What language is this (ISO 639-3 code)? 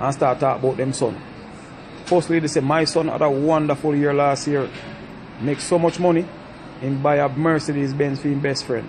jam